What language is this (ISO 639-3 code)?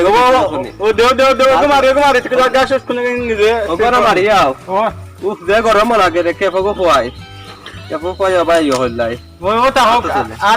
syl